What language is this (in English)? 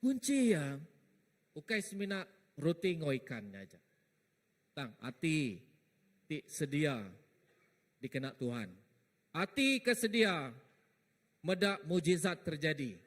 Iban